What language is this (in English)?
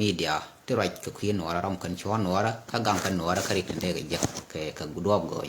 Nuer